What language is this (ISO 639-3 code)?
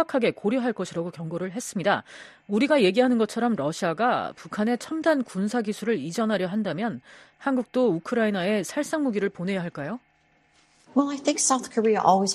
kor